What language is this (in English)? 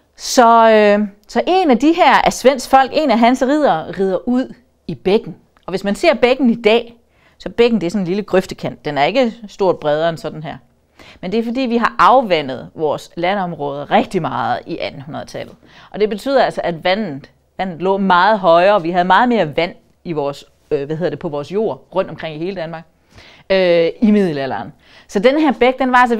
Danish